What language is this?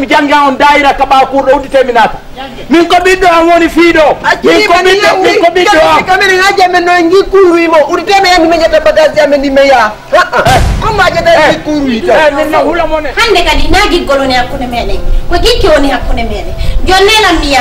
Fula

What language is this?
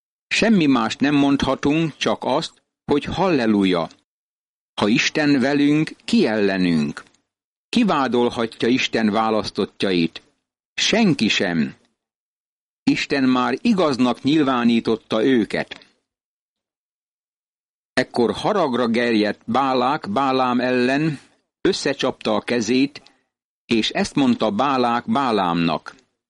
Hungarian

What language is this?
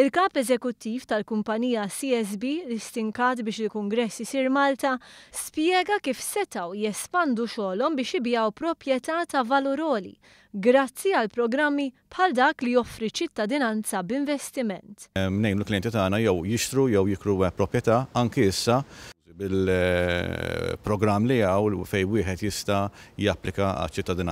Maltese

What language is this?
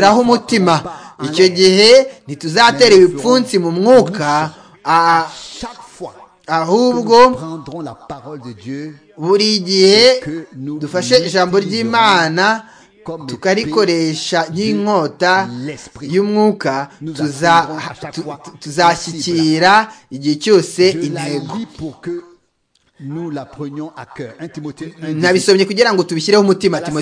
Kinyarwanda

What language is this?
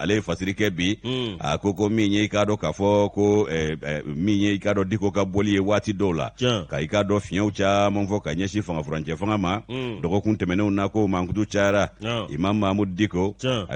Bambara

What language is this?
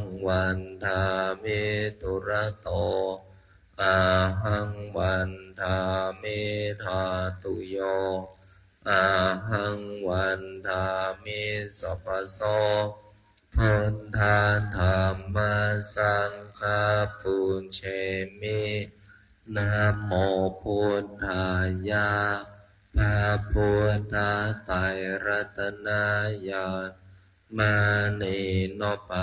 Pali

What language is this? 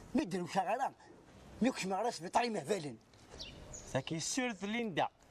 Kabyle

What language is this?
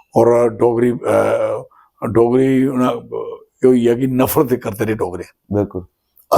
Dogri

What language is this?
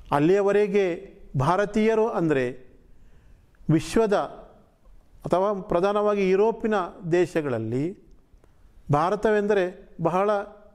Kannada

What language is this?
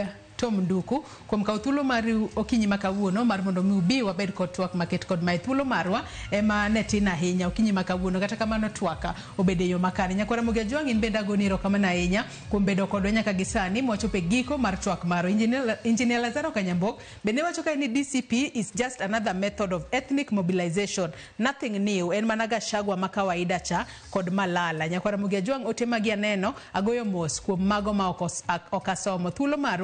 Luo (Kenya and Tanzania)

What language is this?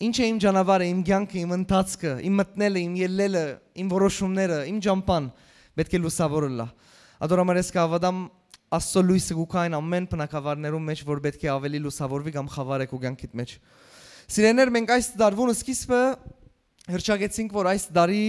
Western Armenian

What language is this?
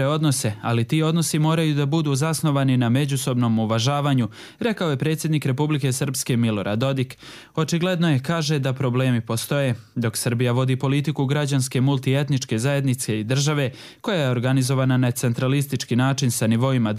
Croatian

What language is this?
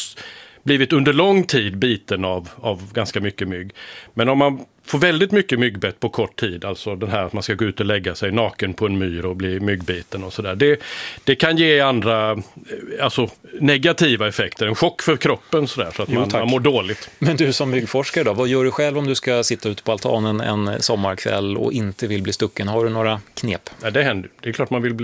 Swedish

